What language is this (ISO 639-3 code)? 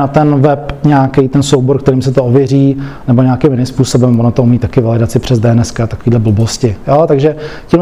ces